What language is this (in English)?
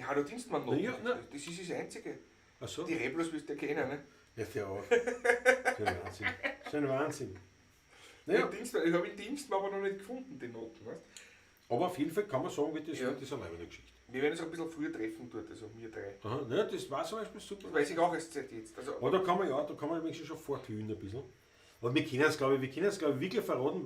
Bavarian